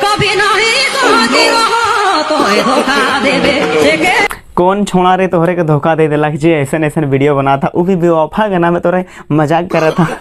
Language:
Sadri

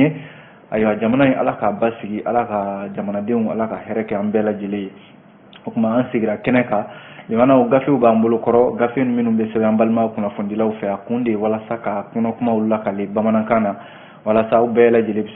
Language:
Bambara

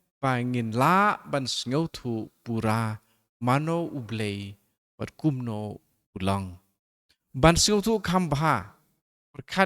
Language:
Khasi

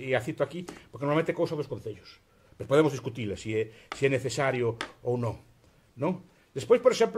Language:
Galician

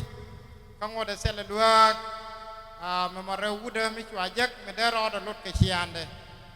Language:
Nuer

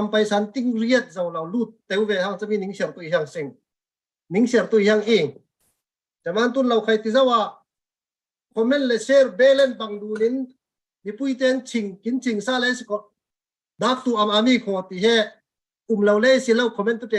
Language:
Falam Chin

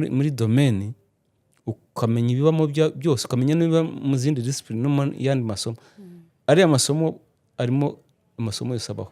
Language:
Kinyarwanda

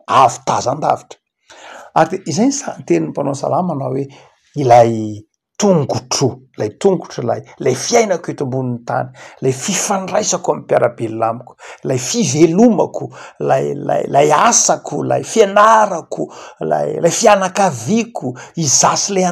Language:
Malagasy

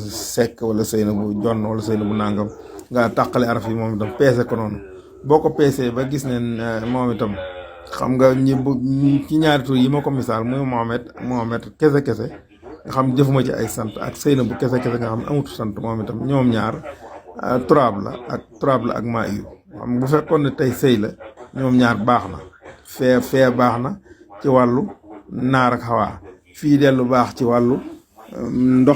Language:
Wolof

